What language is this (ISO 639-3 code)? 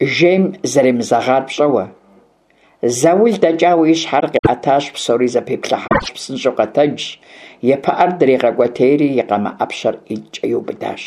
kbd